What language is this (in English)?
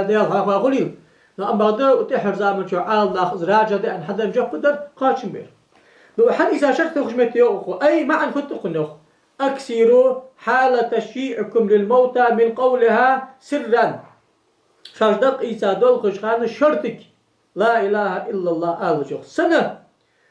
Ingush